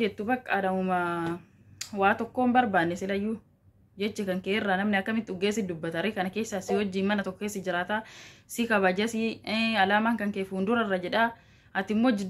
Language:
Oromo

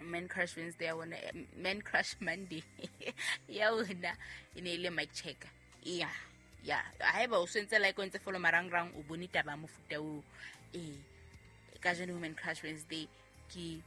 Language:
Southern Sotho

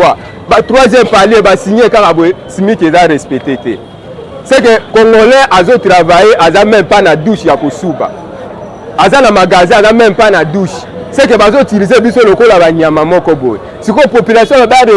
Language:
Lingala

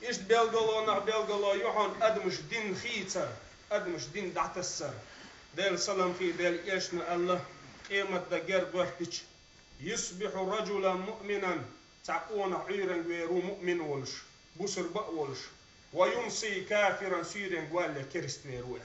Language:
Chechen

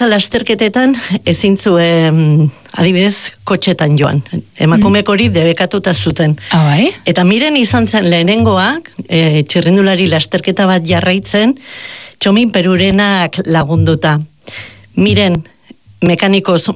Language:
Basque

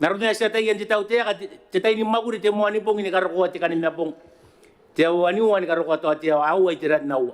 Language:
Gilbertese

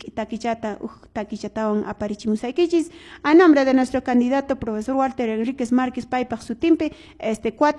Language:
Quechua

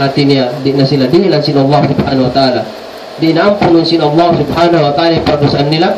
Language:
Tausug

